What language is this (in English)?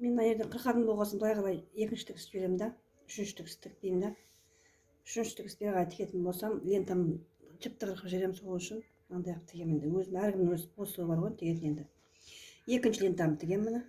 Kazakh